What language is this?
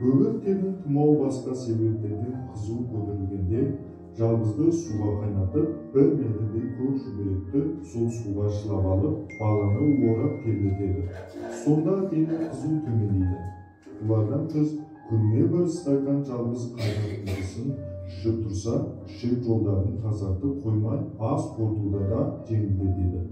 Kazakh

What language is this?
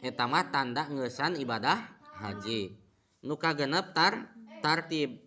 Sundanese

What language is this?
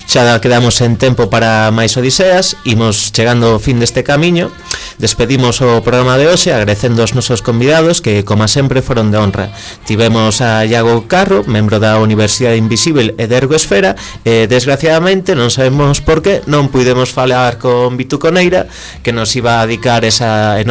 Galician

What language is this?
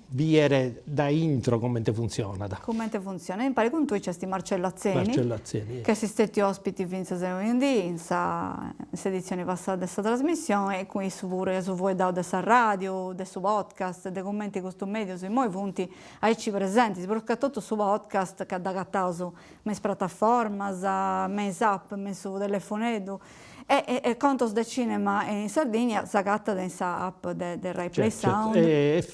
Sardinian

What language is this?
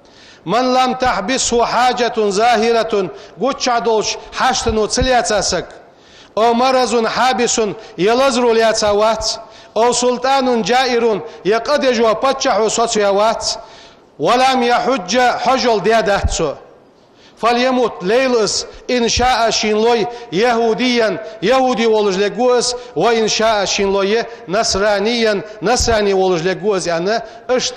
Ingush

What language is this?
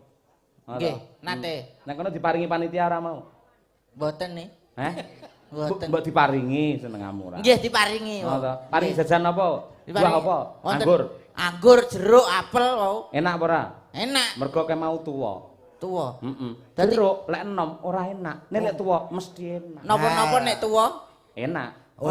Javanese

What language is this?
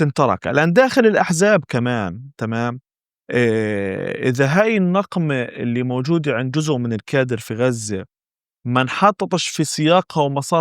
North Levantine Arabic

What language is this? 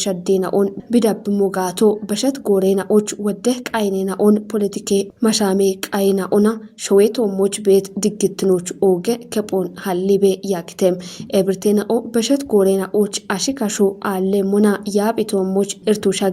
Kafa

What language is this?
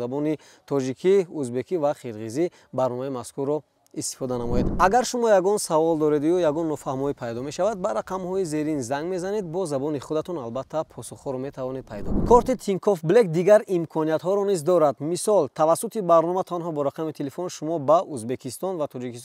Tajik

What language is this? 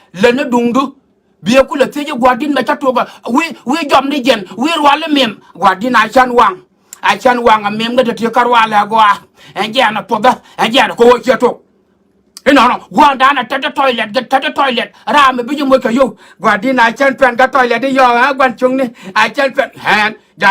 Nuer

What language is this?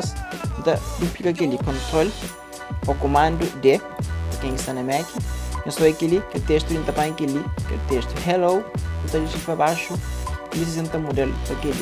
Kabuverdianu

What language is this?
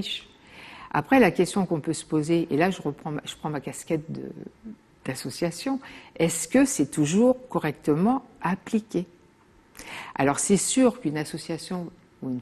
French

